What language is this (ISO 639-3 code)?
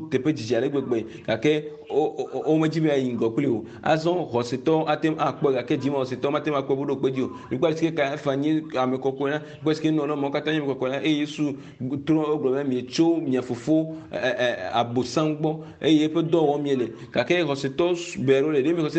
ewe